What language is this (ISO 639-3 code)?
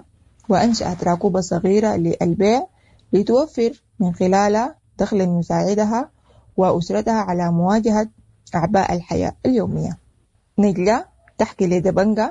apd